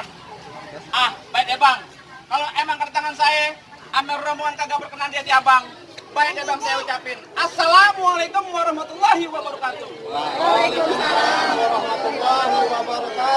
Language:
Betawi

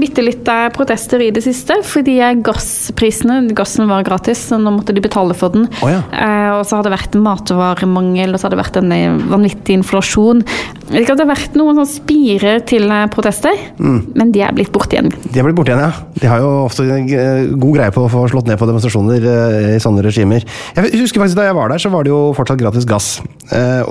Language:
Norwegian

